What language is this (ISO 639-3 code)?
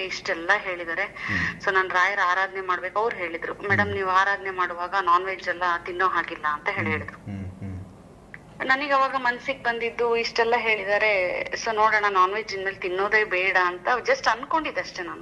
kan